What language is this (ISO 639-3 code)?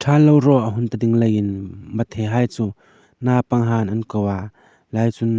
hmr